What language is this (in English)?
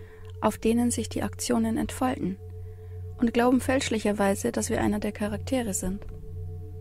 German